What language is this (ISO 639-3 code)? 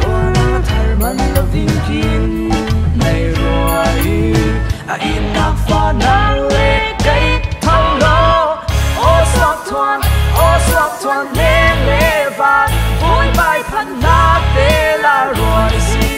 cfm